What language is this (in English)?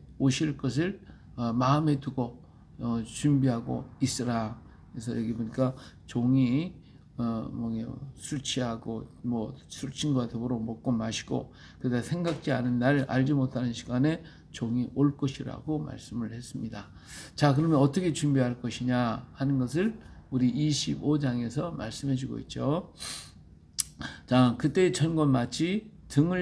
Korean